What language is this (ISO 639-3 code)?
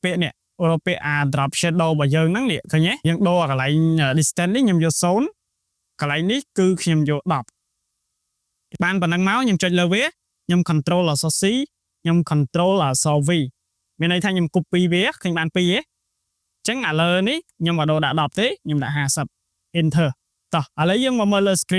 khm